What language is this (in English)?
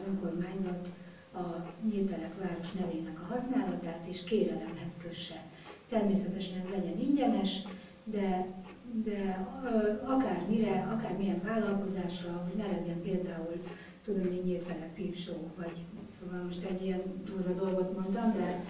Hungarian